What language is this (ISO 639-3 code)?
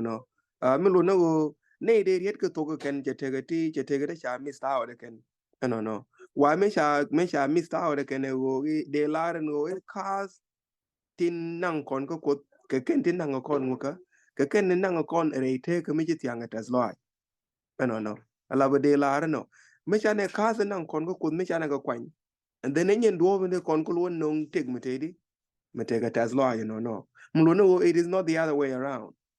nus